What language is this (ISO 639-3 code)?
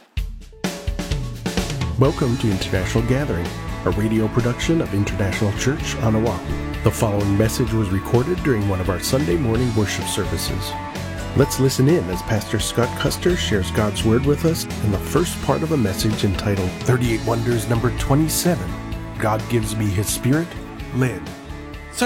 eng